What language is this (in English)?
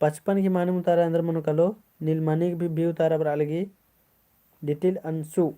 Kurukh